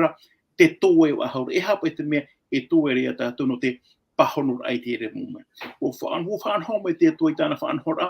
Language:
Tahitian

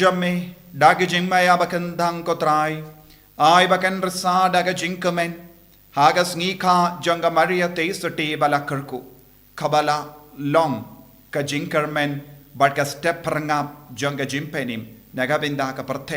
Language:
Khasi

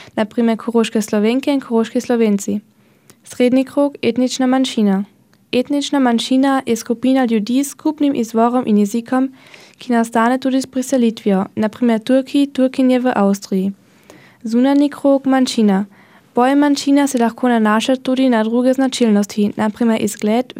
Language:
Slovenian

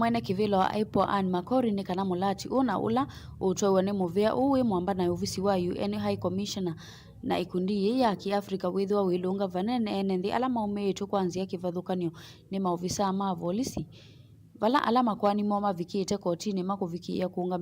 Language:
Kamba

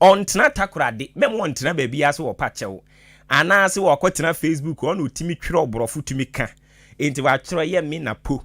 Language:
Akan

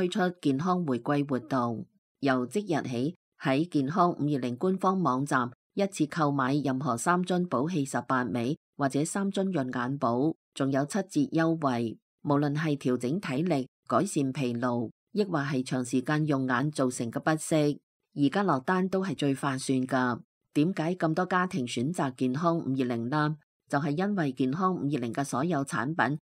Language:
Cantonese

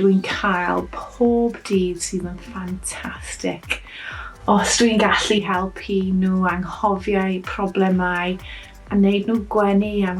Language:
Welsh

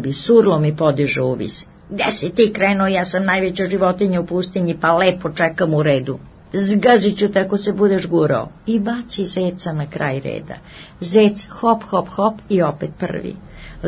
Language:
Serbian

